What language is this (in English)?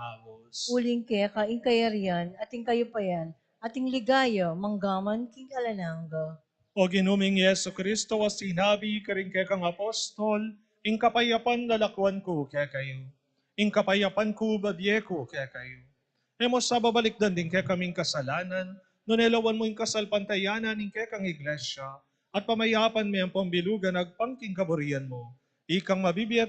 Pampanga